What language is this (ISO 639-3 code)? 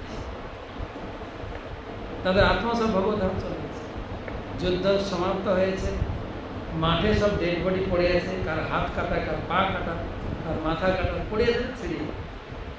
ben